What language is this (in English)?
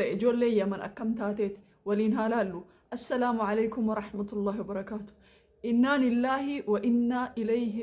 Oromo